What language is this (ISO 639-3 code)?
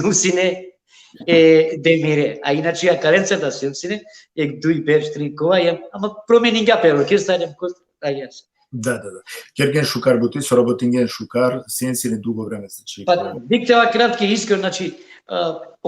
rmn